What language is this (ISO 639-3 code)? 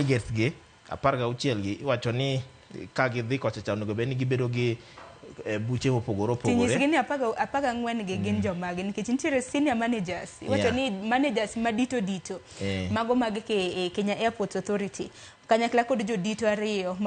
luo